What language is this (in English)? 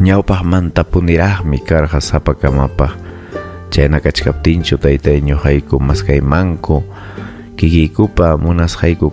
Ayacucho Quechua